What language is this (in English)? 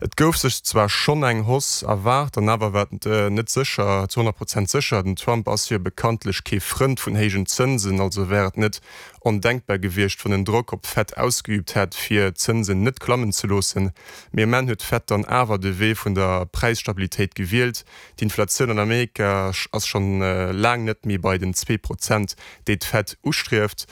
Luxembourgish